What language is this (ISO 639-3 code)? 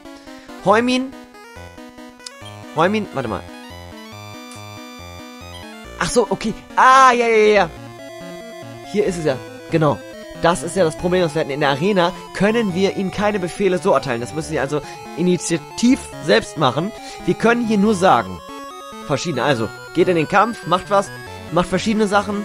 deu